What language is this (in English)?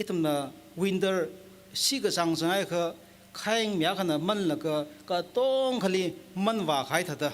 Tangkhul Naga (India)